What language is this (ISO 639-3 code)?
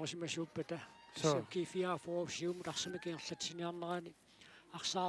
kal